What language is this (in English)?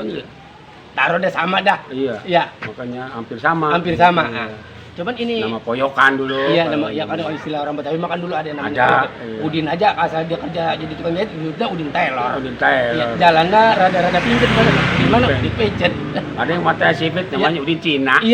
Betawi